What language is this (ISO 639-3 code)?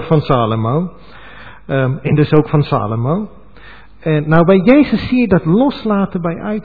nld